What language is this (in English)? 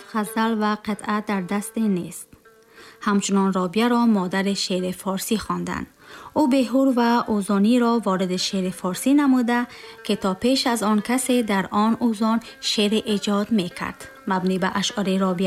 Tajik